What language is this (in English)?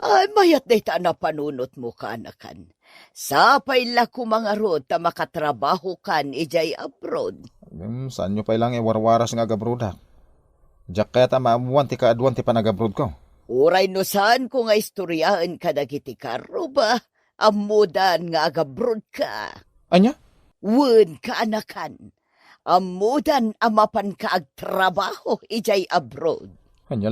Iloko